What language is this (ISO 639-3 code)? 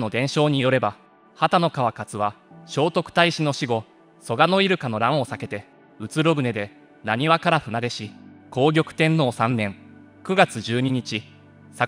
jpn